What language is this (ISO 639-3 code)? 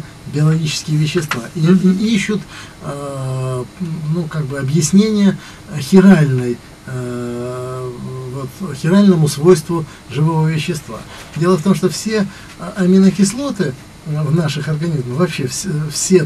rus